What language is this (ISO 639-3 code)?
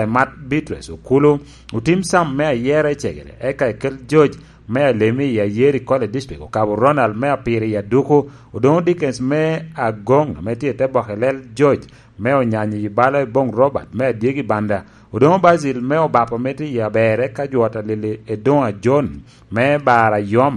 laj